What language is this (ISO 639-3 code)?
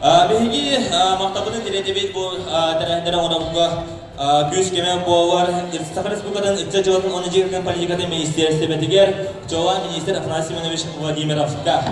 sah